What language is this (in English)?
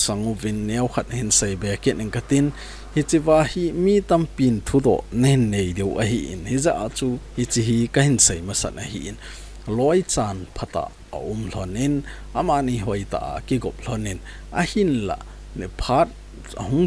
Thado Chin